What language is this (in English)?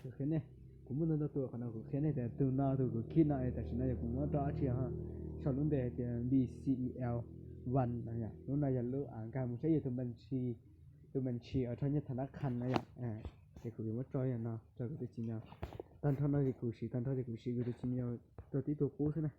Hmong